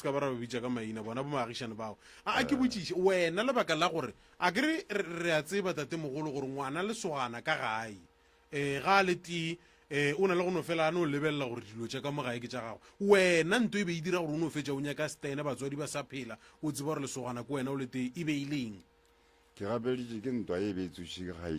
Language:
Northern Sotho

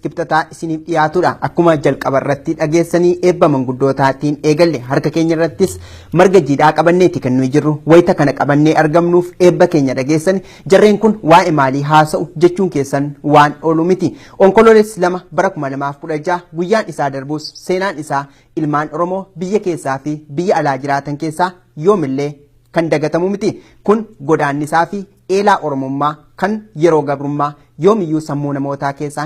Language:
Oromo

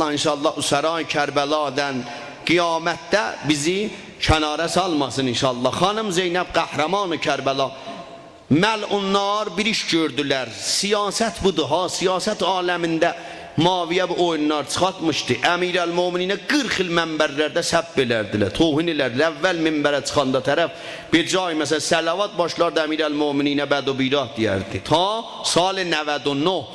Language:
South Azerbaijani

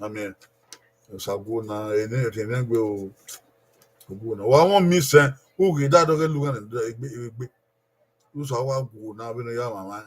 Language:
Bini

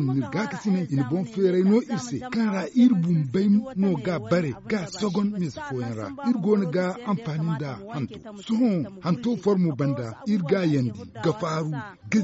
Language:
Zarma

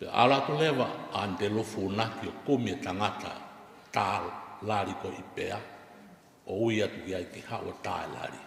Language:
Tongan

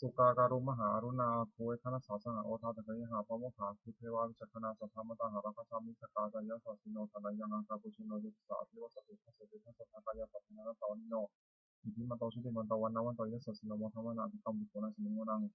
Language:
Pali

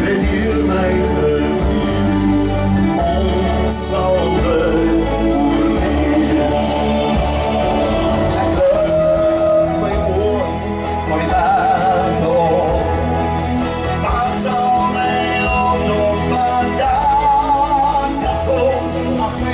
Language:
Afrikaans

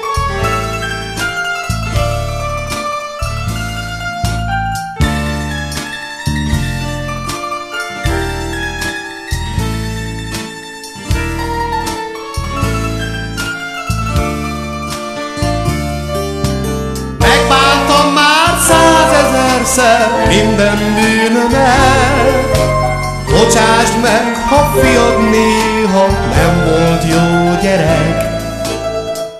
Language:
Hungarian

